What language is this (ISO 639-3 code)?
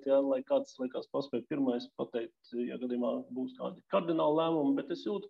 lav